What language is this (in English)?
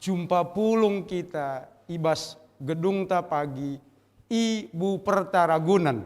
Batak Karo